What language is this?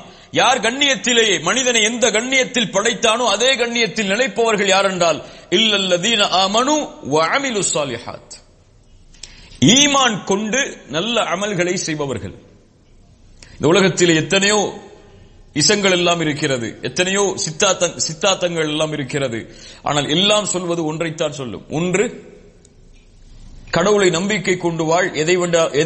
Tamil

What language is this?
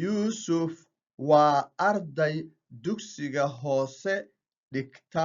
Somali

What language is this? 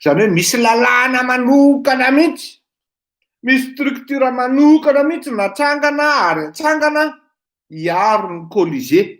Malagasy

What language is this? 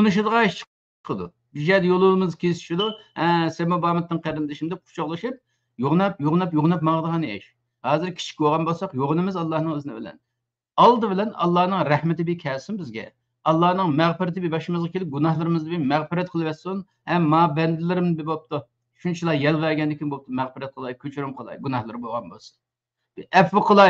Uyghur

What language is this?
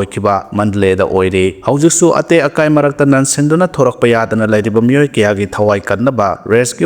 Manipuri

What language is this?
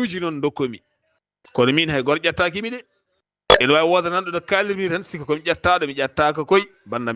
Fula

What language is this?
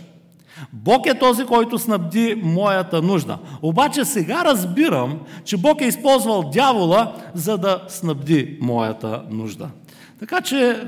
Bulgarian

